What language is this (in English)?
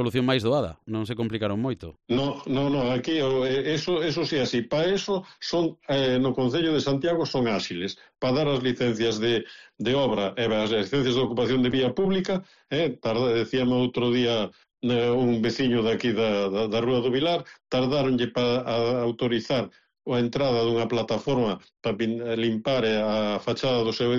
Galician